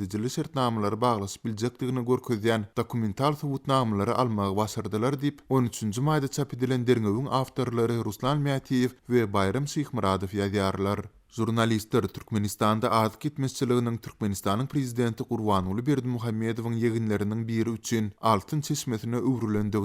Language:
Turkmen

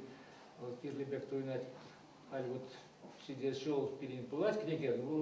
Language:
Chuvash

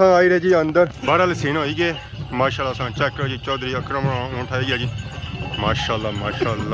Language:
Pahari-Potwari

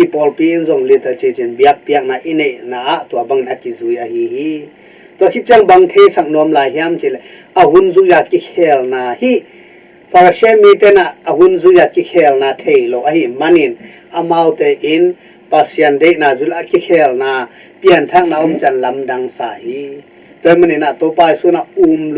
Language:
Tedim Chin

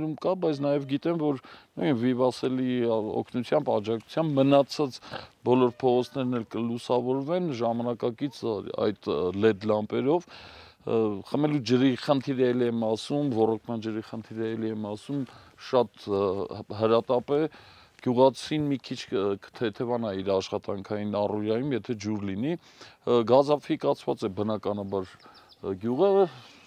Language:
Armenian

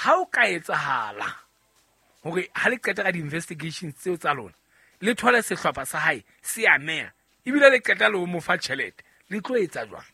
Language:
Southern Sotho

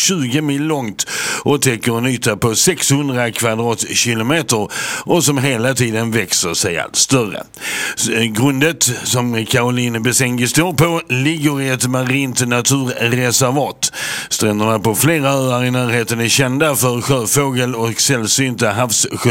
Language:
Swedish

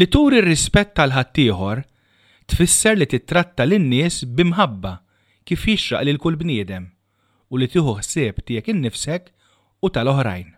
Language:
Maltese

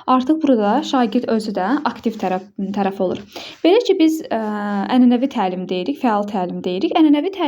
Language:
Azerbaijani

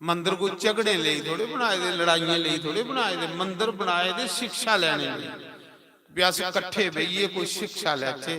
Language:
Dogri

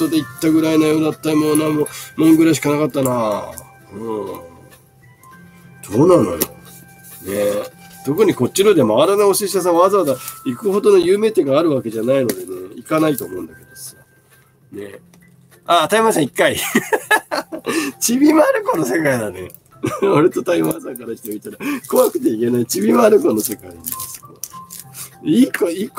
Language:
Japanese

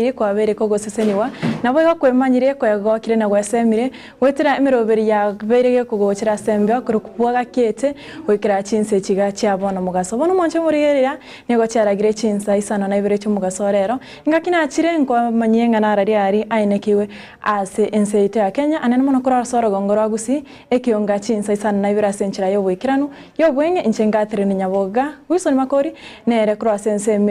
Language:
Gusii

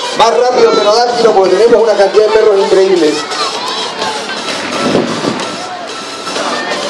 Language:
Spanish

